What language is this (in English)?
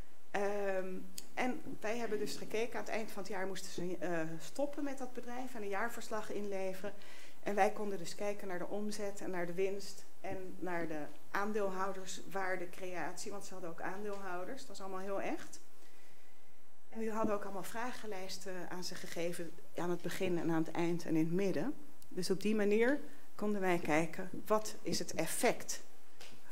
Dutch